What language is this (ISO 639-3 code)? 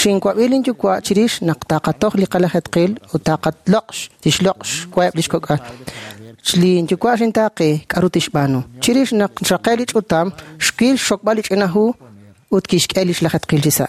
kek